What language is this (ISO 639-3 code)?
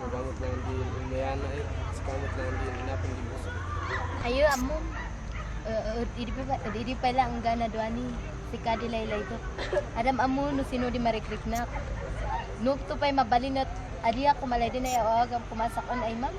kne